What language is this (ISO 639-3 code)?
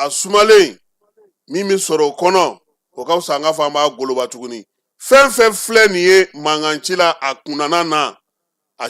bam